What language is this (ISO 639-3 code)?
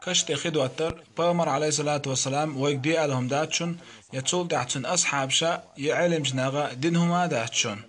che